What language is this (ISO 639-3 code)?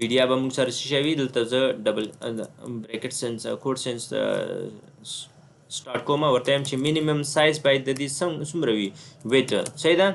pus